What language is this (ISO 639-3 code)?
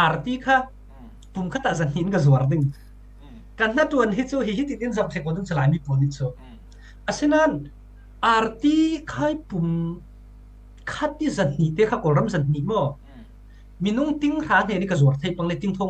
cfm